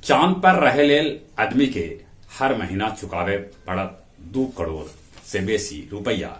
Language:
Magahi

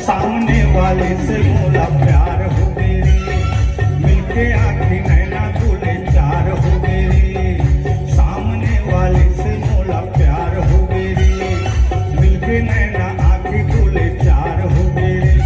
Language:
Chhattisgarhi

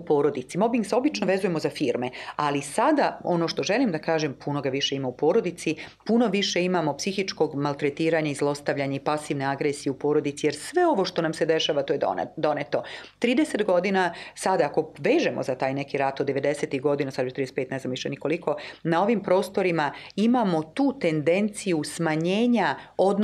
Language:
Serbian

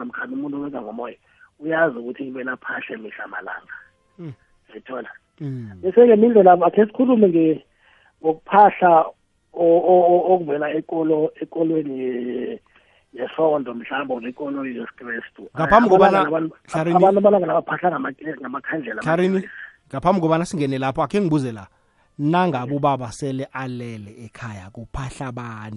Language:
South Ndebele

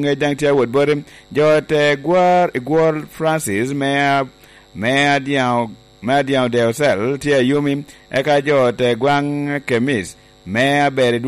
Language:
Lango (Uganda)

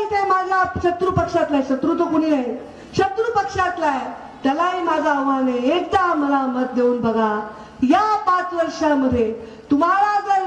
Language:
Marathi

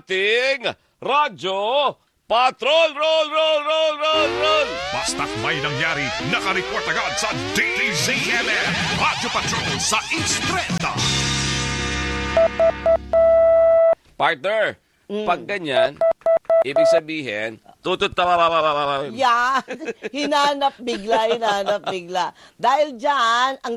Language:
Filipino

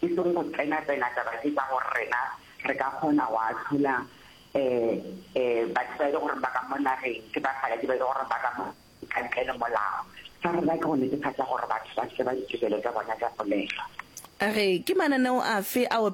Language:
Northern Sotho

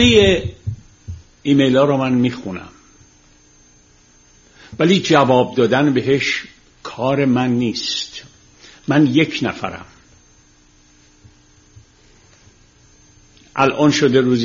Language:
Persian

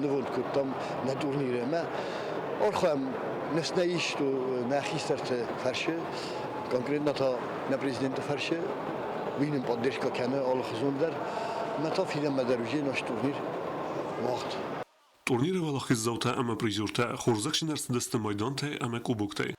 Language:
Ossetic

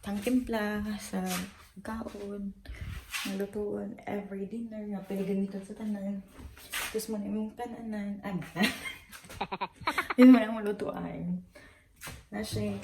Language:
Cebuano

